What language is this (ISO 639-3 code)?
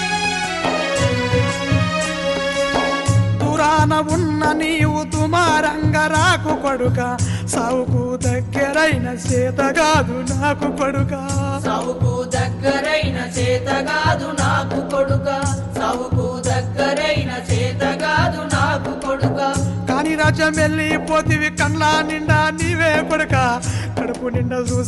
tel